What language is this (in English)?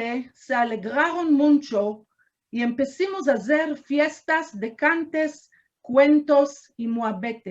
Ladino